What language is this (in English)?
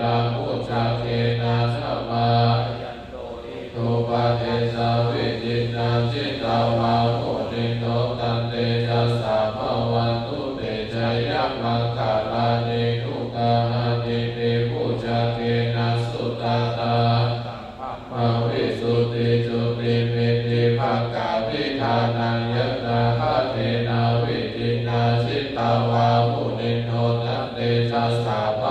Pali